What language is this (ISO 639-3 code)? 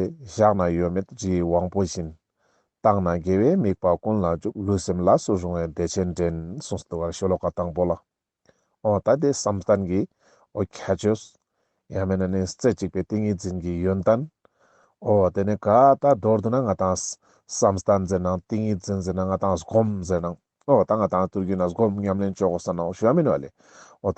lbj